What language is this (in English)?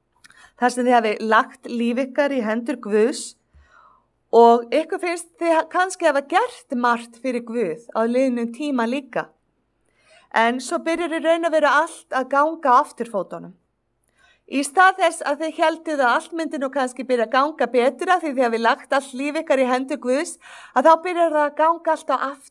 Icelandic